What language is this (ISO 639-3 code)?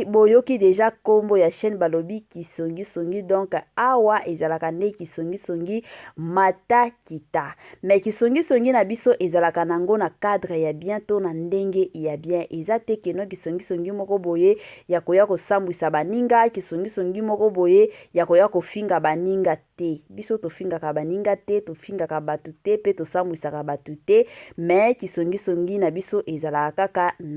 lin